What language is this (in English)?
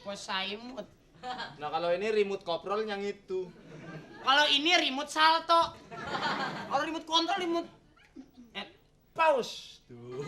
Betawi